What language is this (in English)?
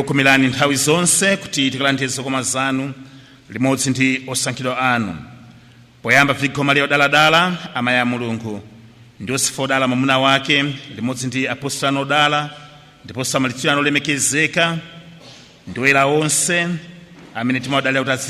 Nyanja